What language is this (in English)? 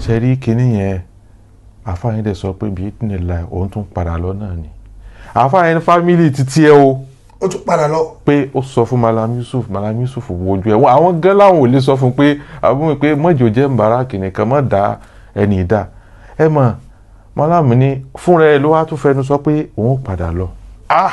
Yoruba